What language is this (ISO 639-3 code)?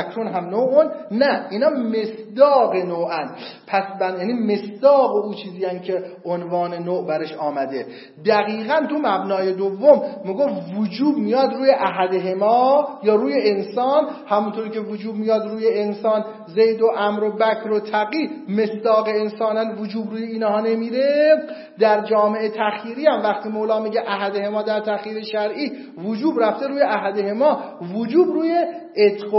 fas